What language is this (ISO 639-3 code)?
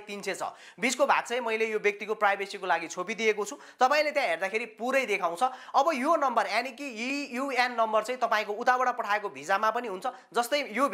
nep